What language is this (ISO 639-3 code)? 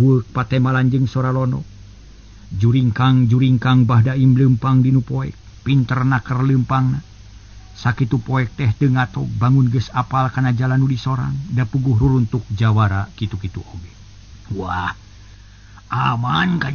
sun